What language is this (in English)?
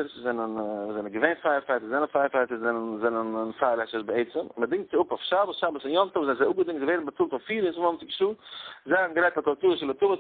Yiddish